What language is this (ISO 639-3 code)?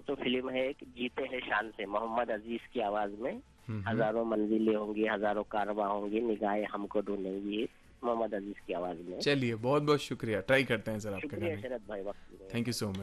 hin